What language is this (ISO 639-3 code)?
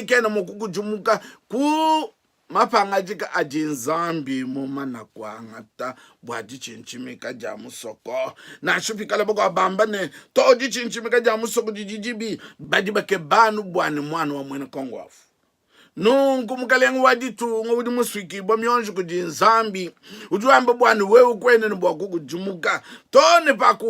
lua